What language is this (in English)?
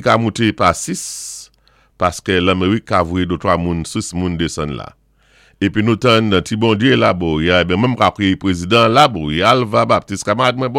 Saint Lucian Creole French